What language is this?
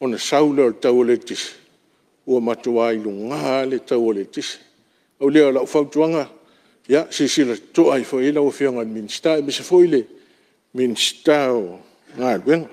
Samoan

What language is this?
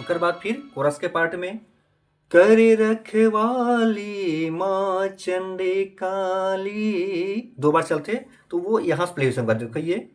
Chhattisgarhi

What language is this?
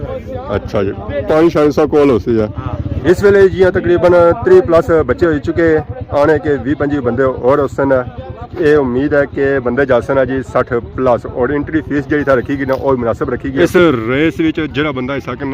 Pahari-Potwari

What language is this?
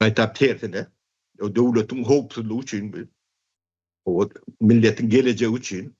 Turkmen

